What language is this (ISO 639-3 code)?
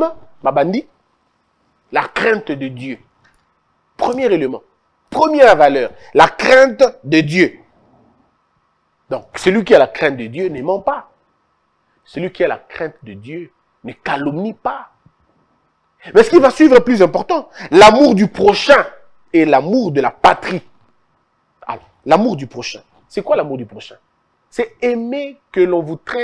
fra